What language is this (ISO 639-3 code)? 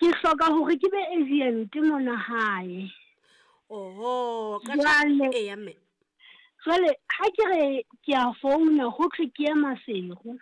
sot